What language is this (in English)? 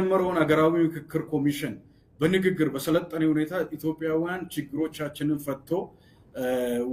Amharic